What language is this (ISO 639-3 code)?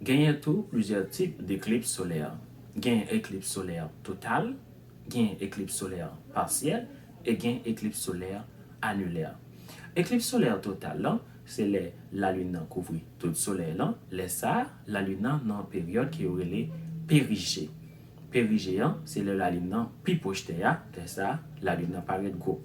hat